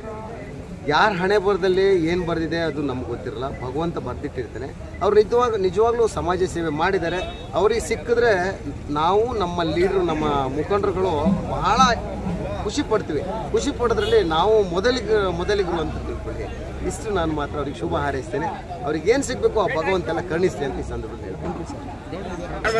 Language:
Kannada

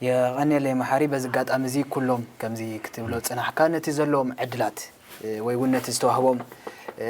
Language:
Tigrinya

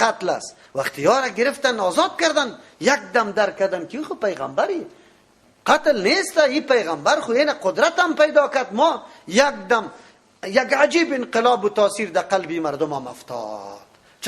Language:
Persian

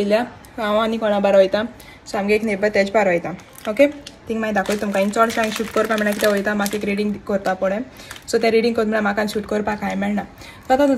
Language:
Konkani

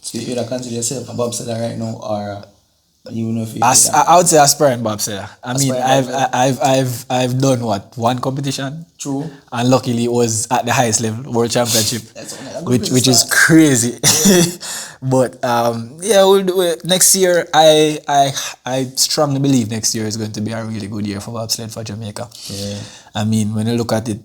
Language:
Jamaican Creole English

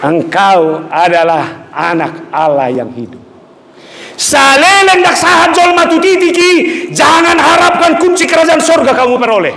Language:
Batak Toba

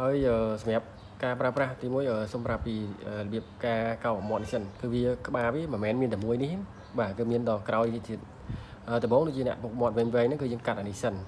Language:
Khmer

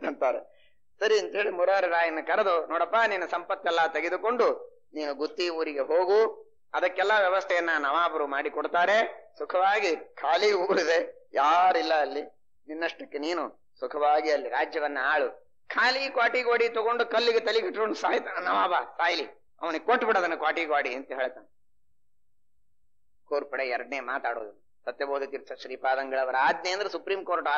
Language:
Kannada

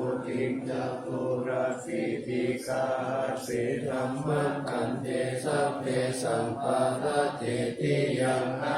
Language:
Pali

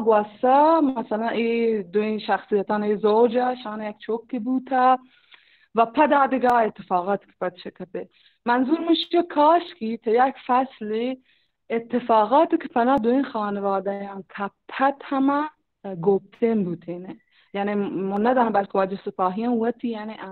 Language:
Baluchi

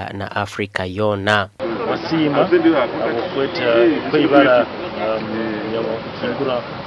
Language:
Nyankole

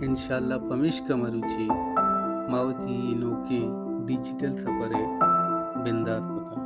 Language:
Baluchi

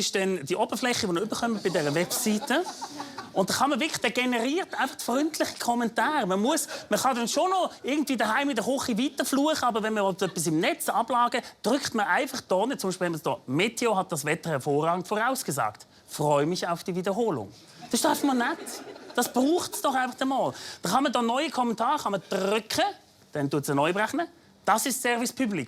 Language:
Swiss German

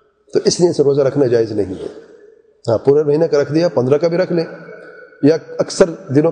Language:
Urdu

